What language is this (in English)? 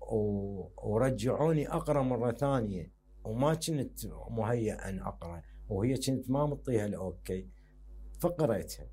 Mesopotamian Arabic